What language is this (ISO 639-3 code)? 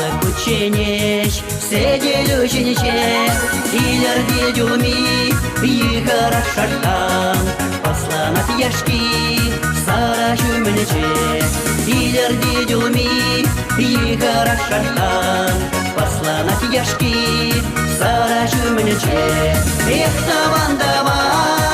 chv